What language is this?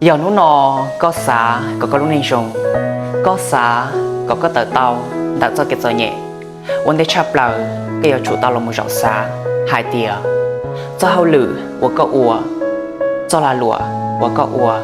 Hmong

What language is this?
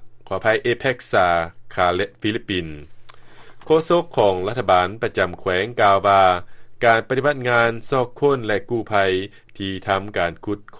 Lao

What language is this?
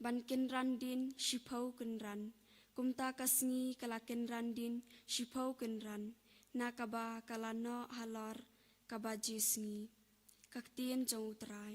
Khasi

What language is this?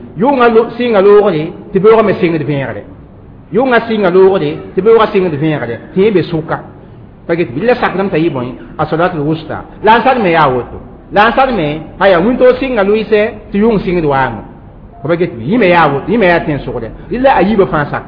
Mossi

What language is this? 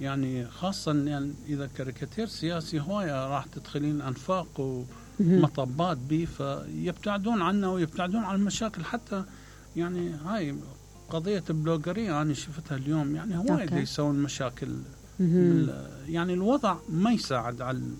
Mesopotamian Arabic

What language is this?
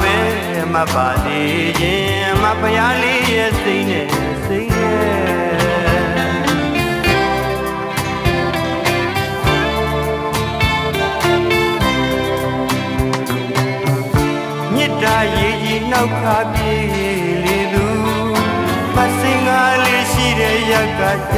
Burmese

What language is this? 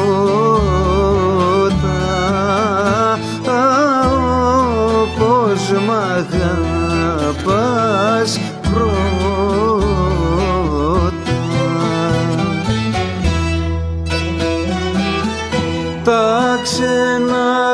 Greek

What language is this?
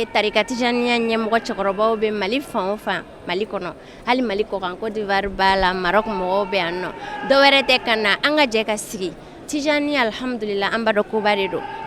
Bambara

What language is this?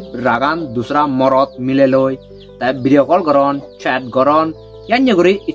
Chakma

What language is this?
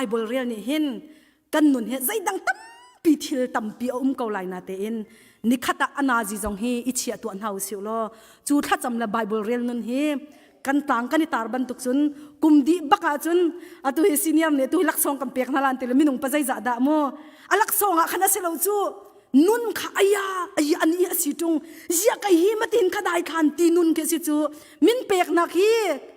Hakha Chin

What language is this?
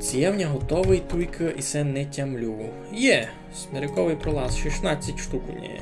Rusyn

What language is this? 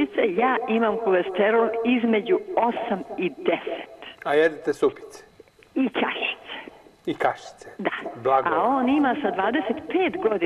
Serbian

